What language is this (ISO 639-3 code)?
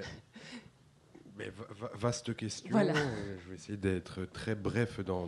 fra